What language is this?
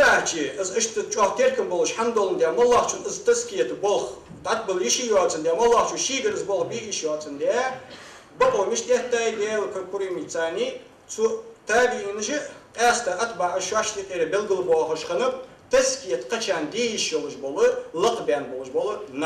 Ingush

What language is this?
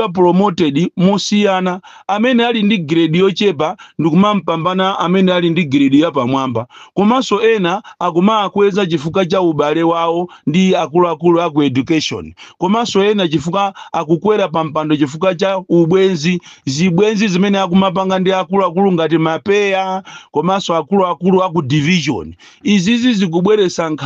Nyanja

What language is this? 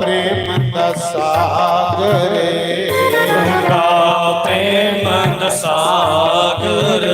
Dogri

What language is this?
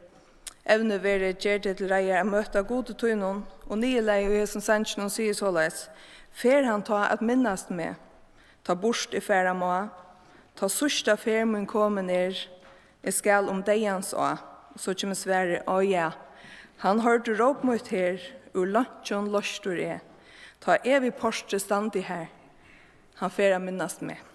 Faroese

